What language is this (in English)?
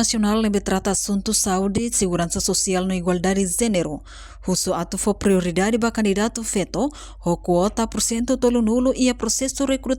Tetum